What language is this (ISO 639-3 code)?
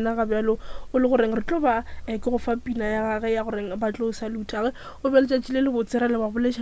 nso